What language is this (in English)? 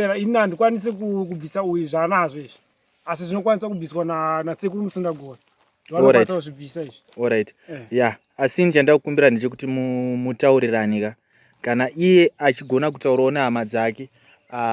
Shona